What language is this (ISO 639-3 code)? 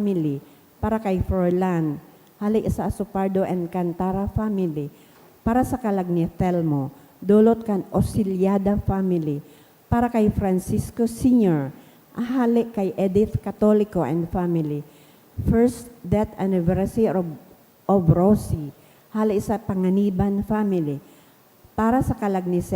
bik